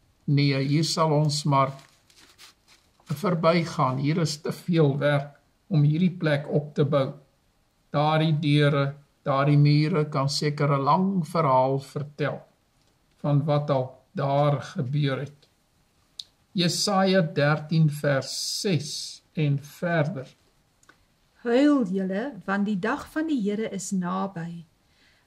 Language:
Afrikaans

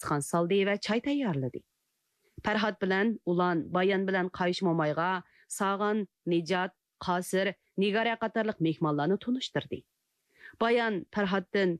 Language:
Uyghur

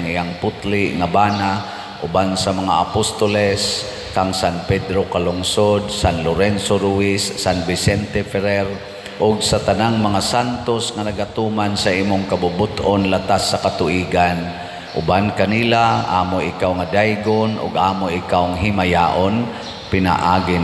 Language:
Cebuano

